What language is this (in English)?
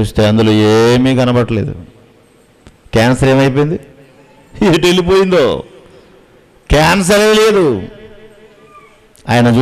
Telugu